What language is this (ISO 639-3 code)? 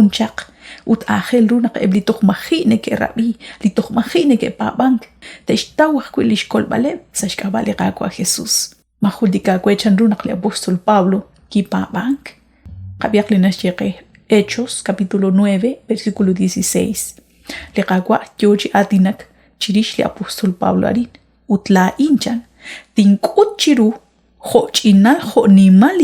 kek